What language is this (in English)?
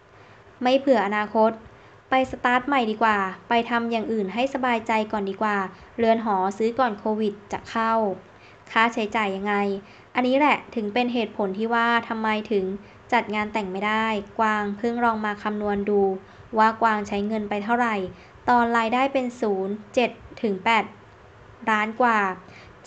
Thai